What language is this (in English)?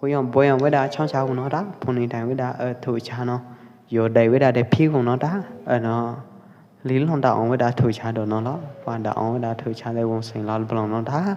Pwo Eastern Karen